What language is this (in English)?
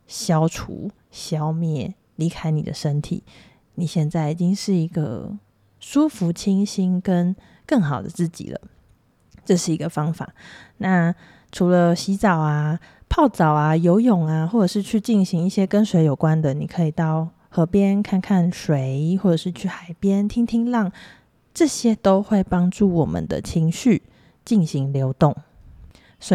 Chinese